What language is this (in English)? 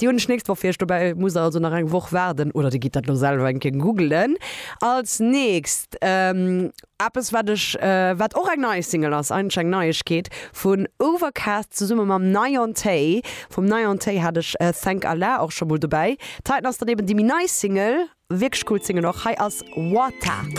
Luxembourgish